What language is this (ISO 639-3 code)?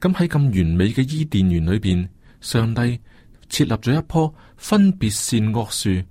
yue